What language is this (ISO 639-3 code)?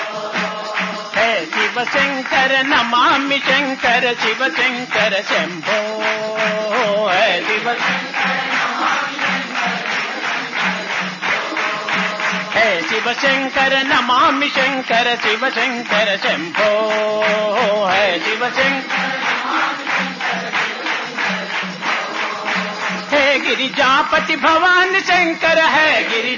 tel